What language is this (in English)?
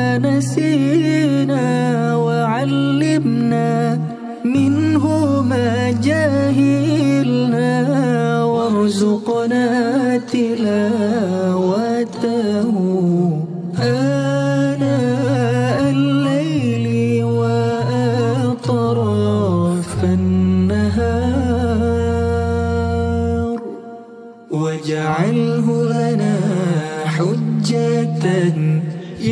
Arabic